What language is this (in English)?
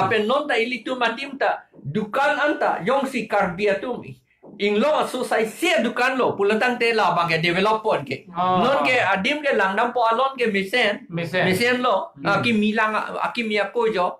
Karbi